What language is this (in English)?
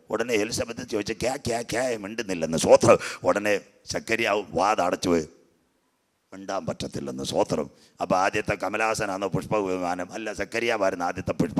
Malayalam